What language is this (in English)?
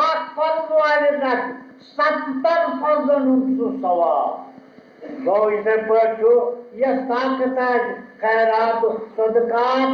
Kashmiri